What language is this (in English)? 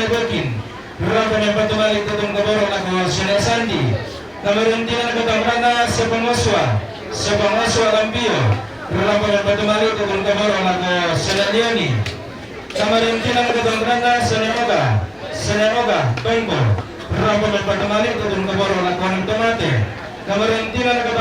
Toraja-Sa'dan